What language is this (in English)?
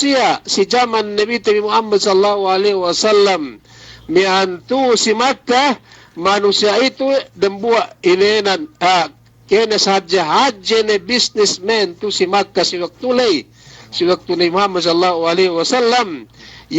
Yakan